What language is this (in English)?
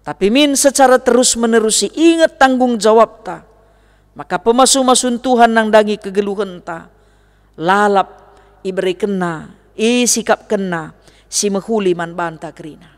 Batak Karo